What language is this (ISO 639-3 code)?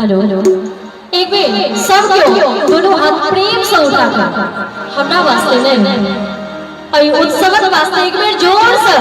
mai